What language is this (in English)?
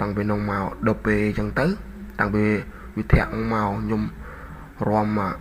Khmer